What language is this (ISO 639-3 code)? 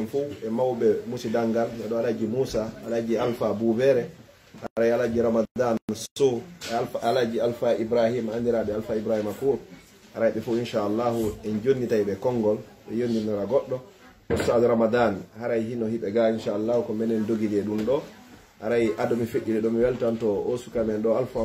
fuf